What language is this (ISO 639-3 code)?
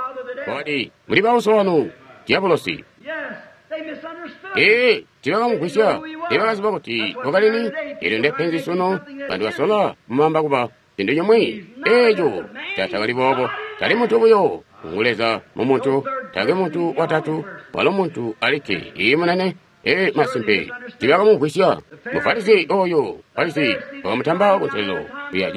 toi